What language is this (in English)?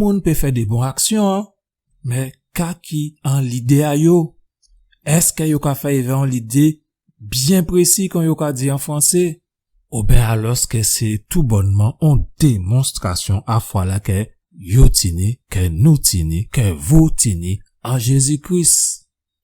Guadeloupean Creole French